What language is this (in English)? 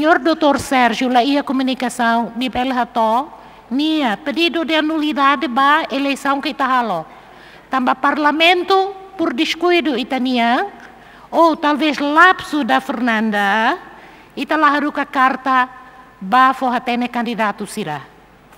Tetum